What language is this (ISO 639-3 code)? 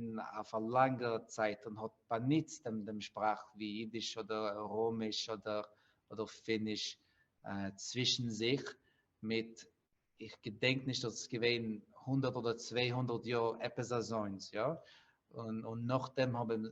yid